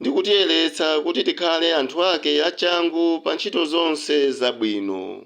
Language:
Nyanja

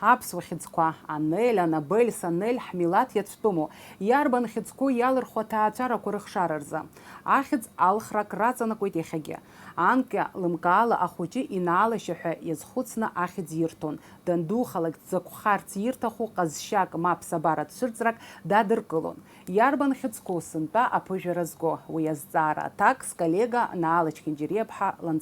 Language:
Abkhazian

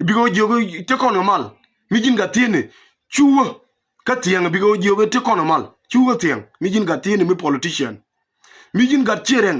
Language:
Nuer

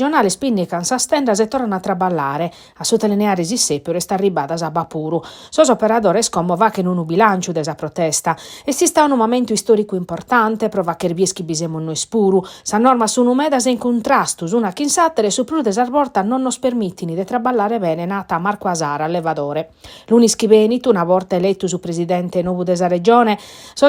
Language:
Sardinian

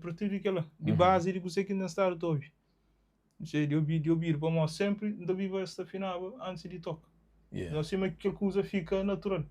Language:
Kabuverdianu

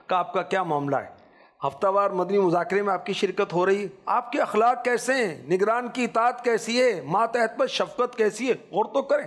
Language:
Urdu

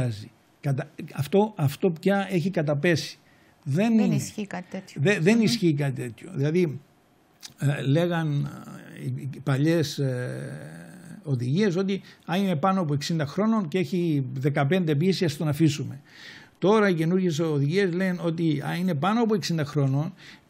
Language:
Greek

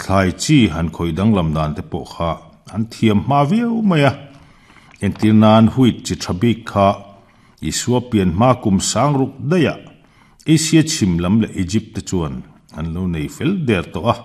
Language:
Mizo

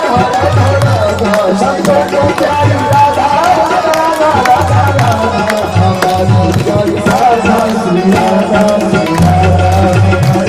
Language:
Maithili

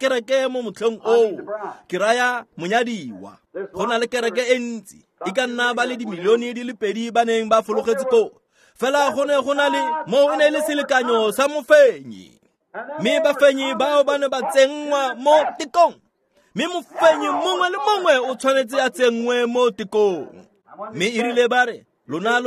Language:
Tswana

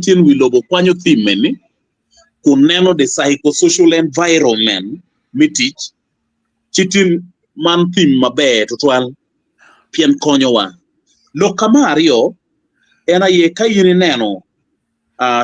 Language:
Acoli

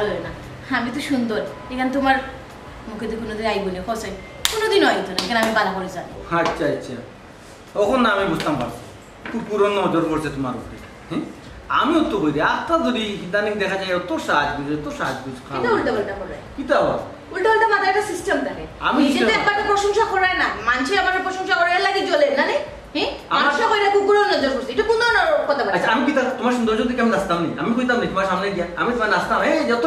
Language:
Sylheti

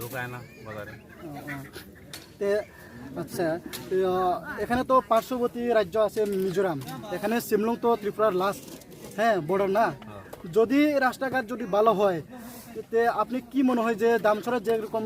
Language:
Riang (India)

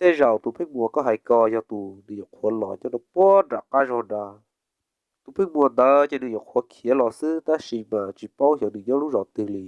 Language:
Hmong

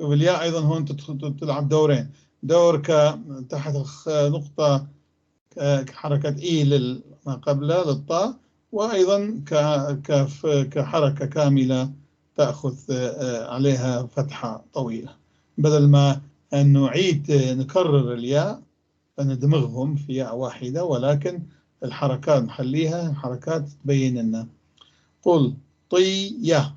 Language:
North Levantine Arabic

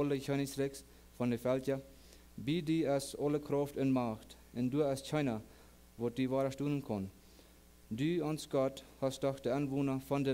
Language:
Plautdietsch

